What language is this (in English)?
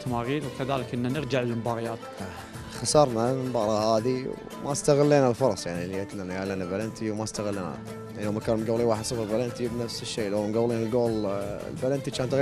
Gulf Arabic